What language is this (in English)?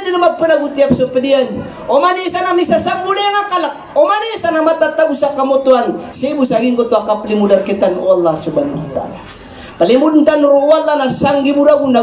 Maranao